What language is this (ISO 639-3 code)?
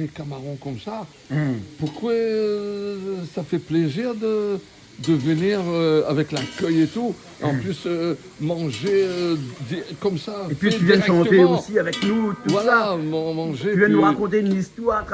rcf